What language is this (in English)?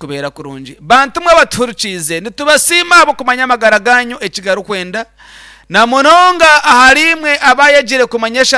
Nyankole